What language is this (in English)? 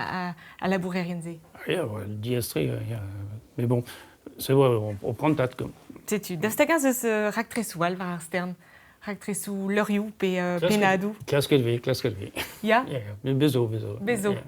Breton